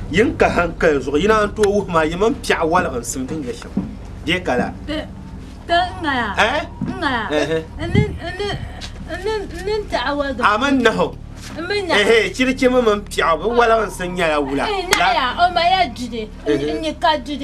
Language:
Dagbani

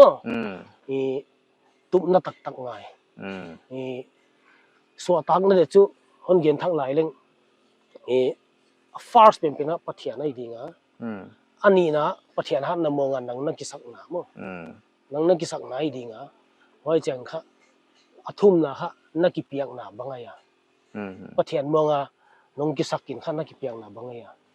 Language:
Paite Chin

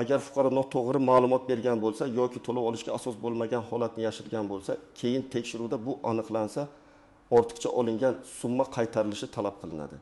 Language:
Uzbek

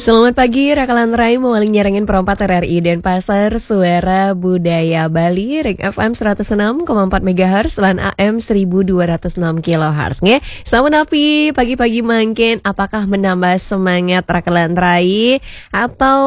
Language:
Balinese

